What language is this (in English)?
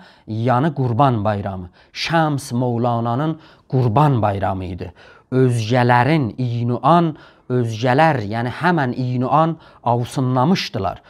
South Azerbaijani